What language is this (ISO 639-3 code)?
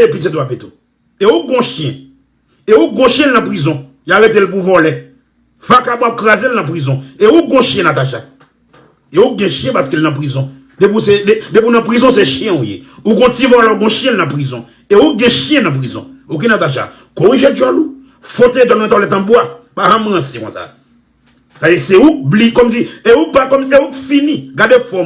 hat